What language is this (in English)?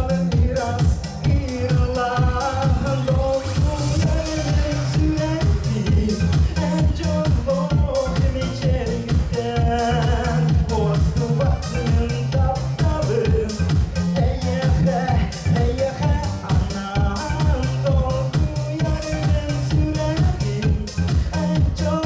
Yakut